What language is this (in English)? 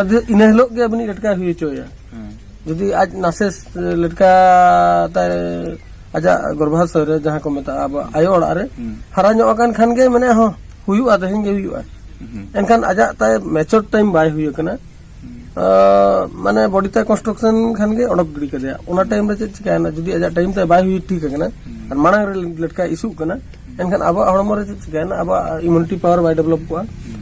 Santali